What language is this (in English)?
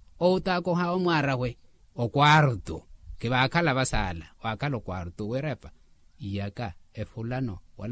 Makhuwa